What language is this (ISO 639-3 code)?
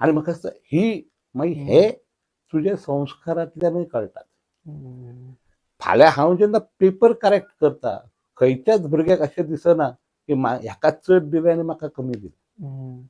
kok